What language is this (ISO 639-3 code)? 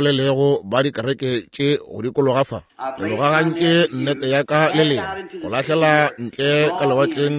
nso